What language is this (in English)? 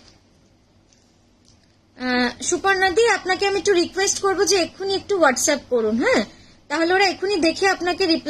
Bangla